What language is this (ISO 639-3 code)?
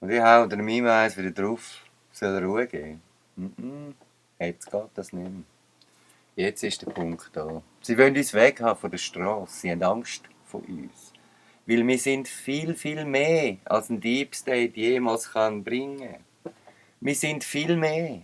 gsw